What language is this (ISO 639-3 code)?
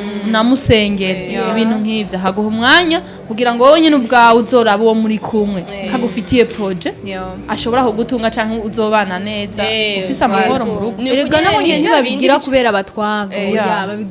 run